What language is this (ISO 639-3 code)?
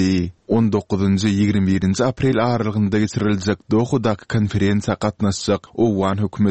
tuk